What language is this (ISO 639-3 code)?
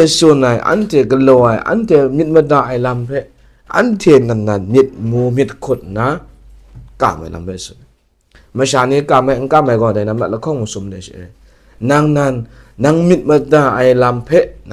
kac